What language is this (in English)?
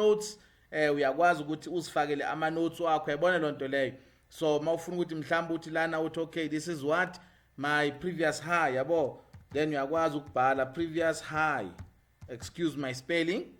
Zulu